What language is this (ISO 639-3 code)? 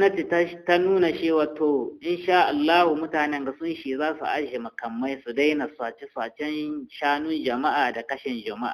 hau